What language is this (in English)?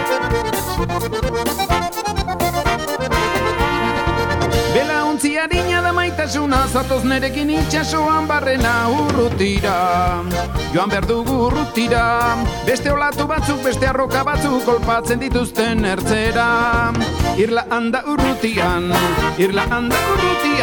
Basque